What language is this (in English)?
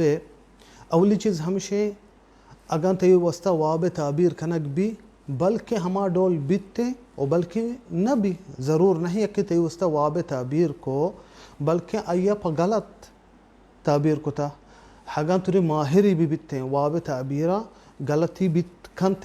Baluchi